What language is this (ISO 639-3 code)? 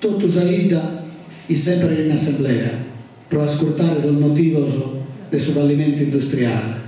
srd